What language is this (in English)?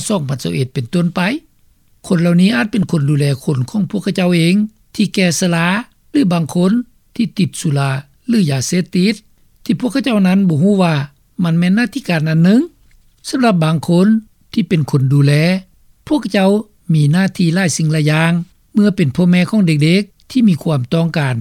Lao